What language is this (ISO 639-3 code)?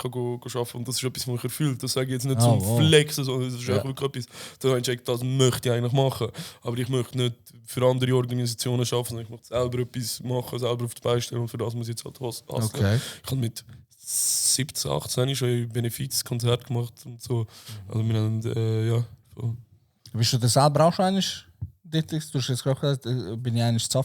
gsw